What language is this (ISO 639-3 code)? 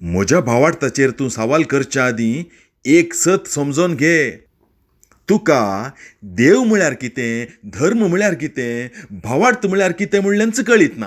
kok